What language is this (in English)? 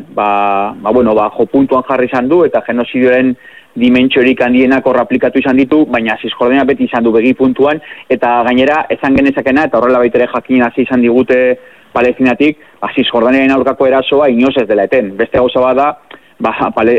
Basque